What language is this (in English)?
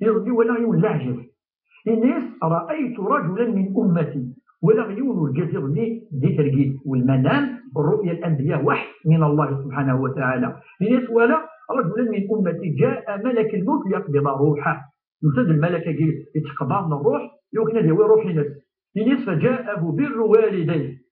Kabyle